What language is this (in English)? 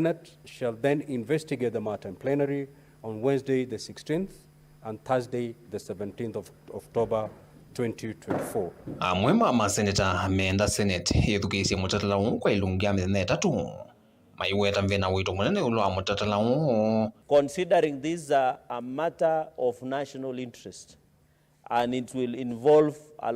Kamba